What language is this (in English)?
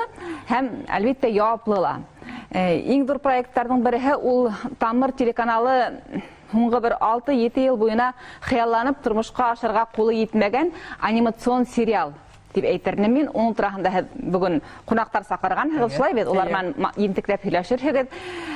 Bashkir